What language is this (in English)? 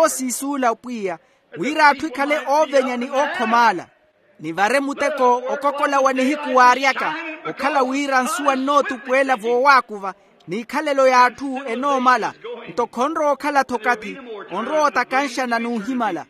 Makhuwa